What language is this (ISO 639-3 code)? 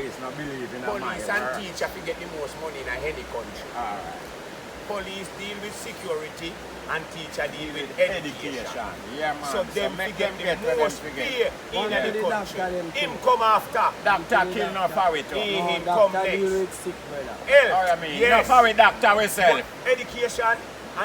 jam